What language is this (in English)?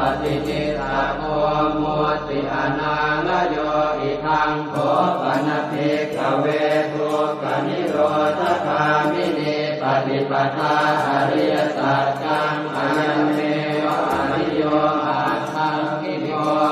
Pali